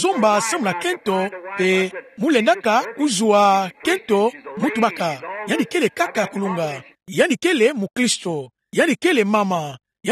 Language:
Kituba (Democratic Republic of Congo)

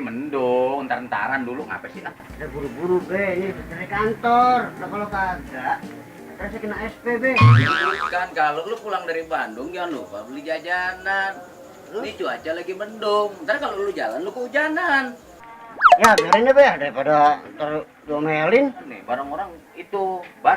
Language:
Betawi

